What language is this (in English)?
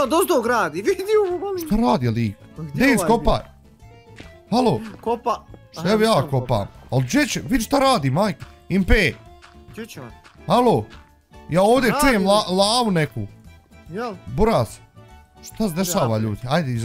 Bosnian